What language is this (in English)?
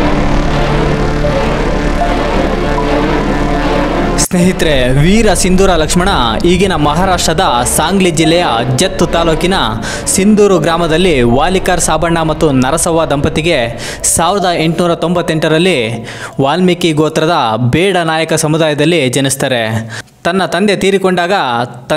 Kannada